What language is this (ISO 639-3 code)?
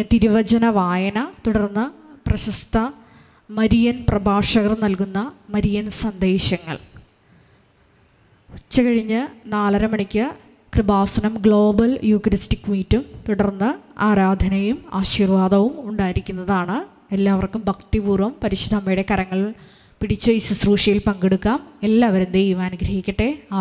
mal